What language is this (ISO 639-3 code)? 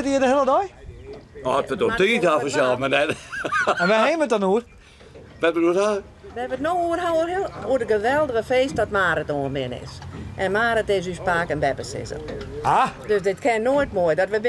fry